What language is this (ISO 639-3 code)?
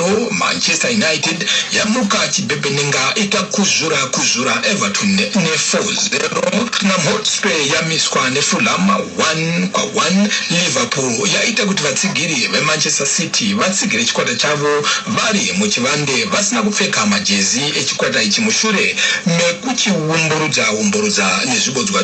sna